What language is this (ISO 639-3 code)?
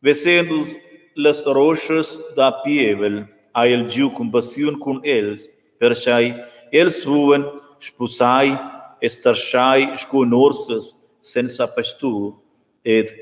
roh